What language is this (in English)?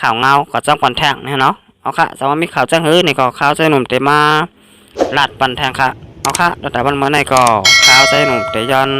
Shan